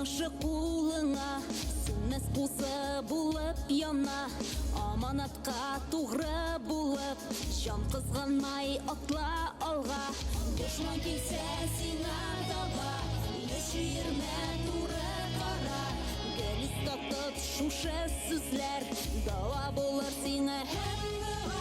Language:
Bashkir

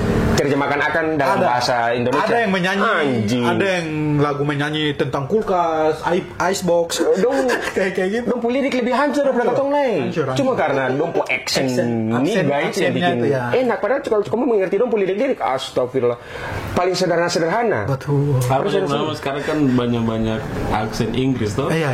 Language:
Ambonese Malay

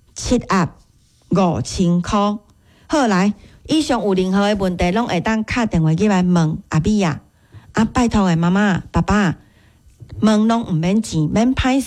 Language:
Min Nan Chinese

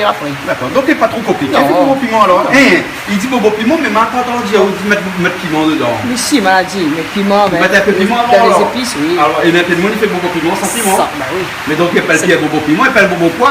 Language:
Réunion Creole French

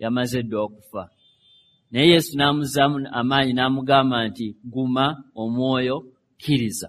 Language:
Ganda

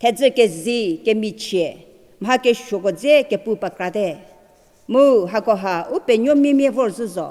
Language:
Angami Naga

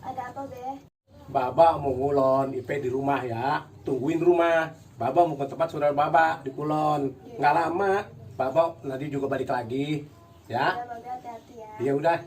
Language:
Betawi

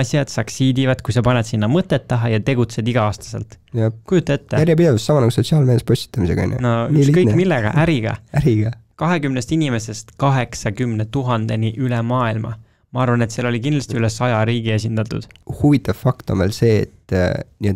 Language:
Estonian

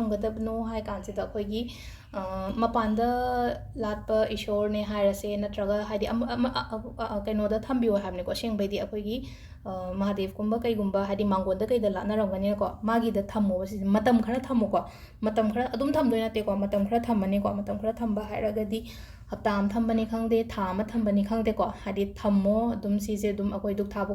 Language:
Manipuri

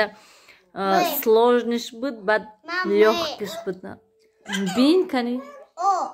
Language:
Tajik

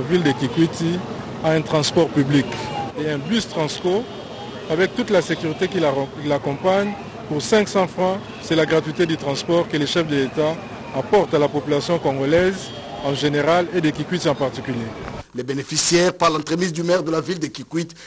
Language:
French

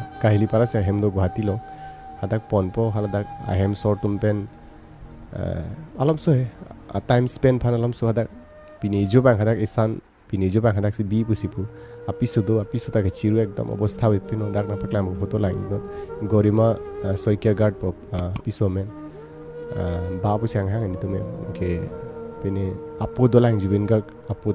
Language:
Karbi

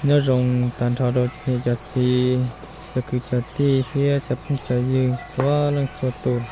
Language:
Hmong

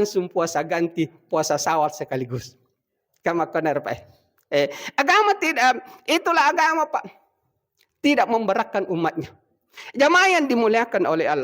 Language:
Buginese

